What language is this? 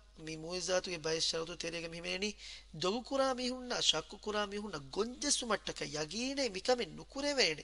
Divehi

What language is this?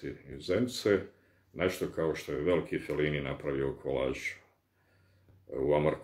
Bosnian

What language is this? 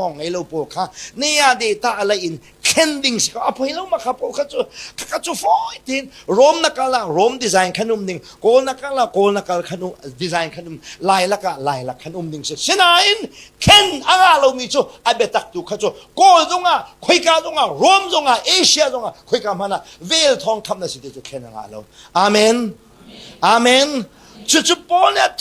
Hakha Chin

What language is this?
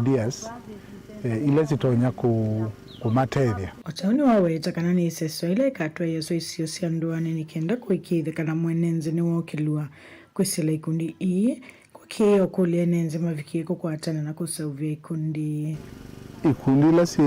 Kamba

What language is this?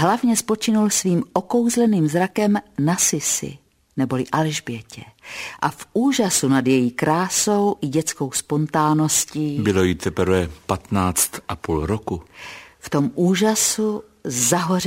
Czech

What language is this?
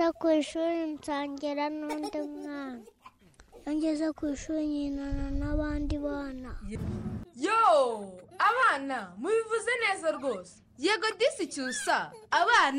Kinyarwanda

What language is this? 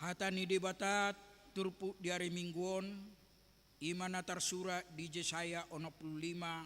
Batak Toba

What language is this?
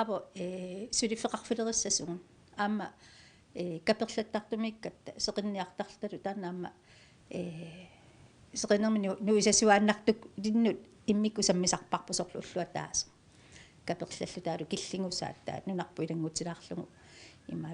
Kalaallisut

